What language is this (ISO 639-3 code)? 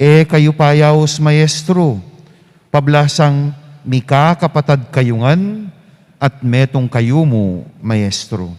pam